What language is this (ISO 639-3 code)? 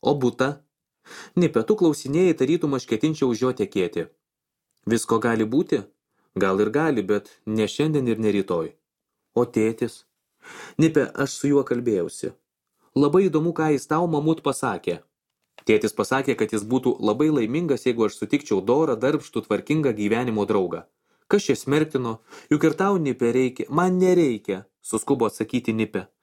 lit